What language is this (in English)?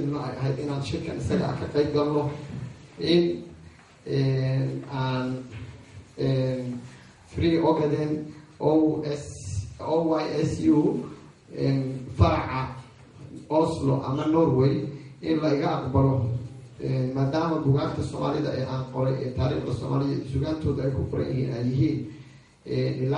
Somali